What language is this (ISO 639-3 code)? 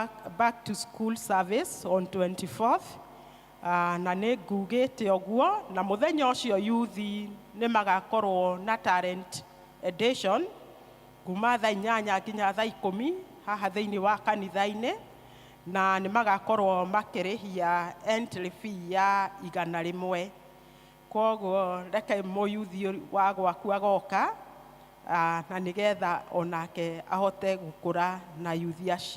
kik